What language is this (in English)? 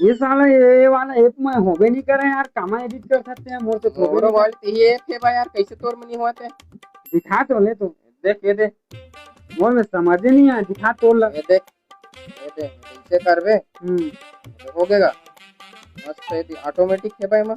Chhattisgarhi